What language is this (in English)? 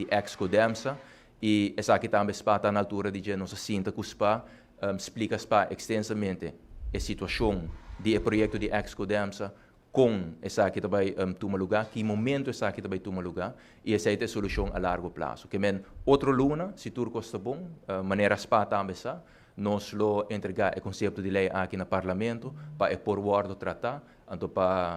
Papiamento